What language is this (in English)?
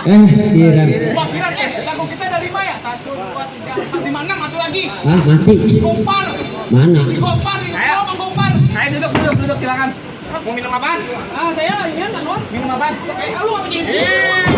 Betawi